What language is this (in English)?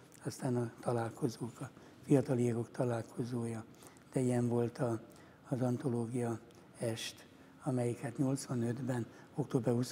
Hungarian